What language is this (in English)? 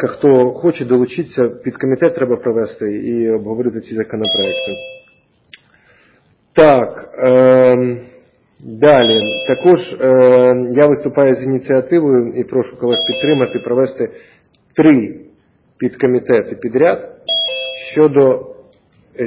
Ukrainian